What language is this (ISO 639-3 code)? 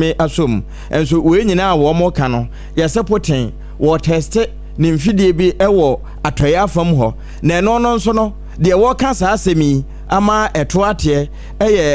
aka